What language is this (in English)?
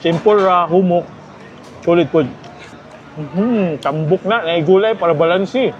Cebuano